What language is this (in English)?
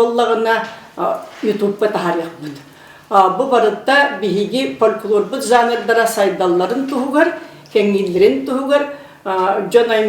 Yakut